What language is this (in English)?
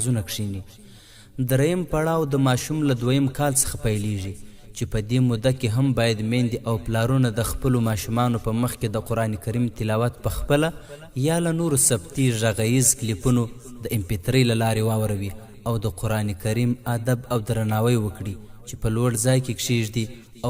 Pashto